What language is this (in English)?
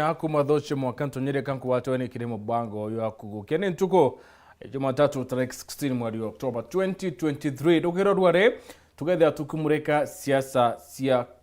Meru